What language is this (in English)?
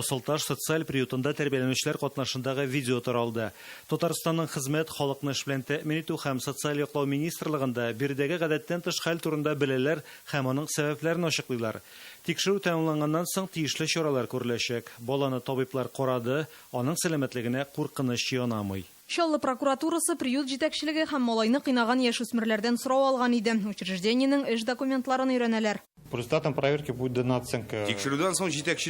Tatar